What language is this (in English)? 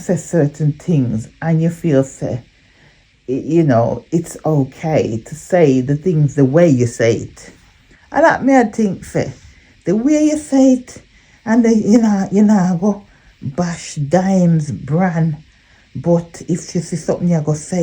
Jamaican Creole English